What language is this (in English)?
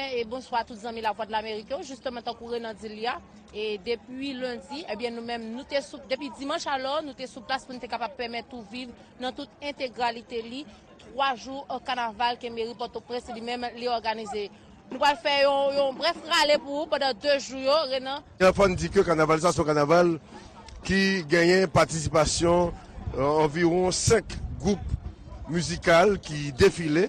Haitian Creole